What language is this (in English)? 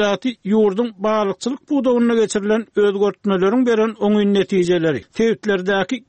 Turkmen